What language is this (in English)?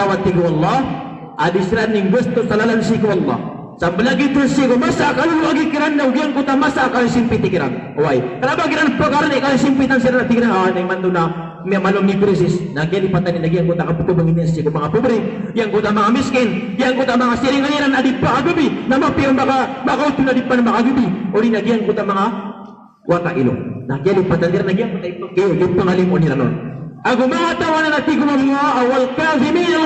Maranao